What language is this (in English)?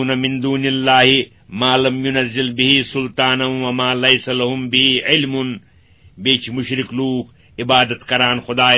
Kashmiri